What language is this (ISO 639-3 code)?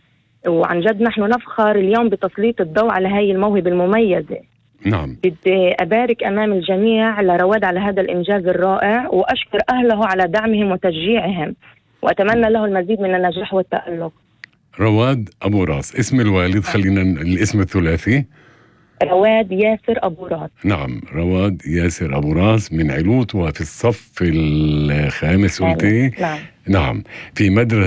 apc